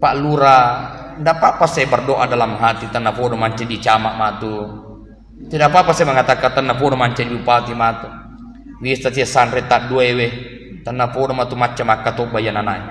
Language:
Buginese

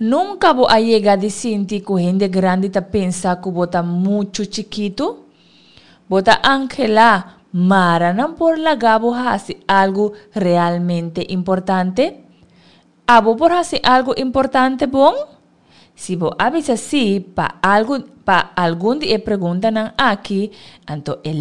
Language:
Papiamento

